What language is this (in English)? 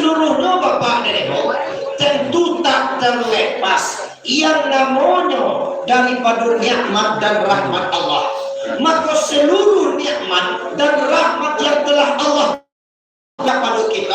Minangkabau